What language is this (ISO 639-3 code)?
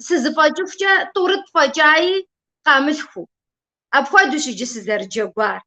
kbd